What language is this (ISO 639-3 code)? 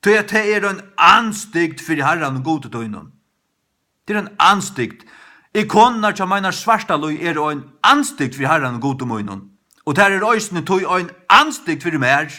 fao